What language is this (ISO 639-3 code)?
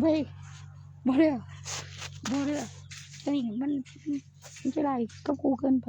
tts